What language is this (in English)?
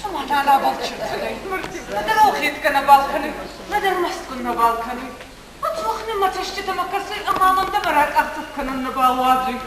Ossetic